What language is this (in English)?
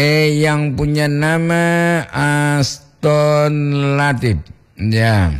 Gorontalo